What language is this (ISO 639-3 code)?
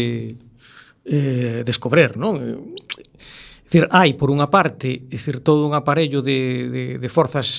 glg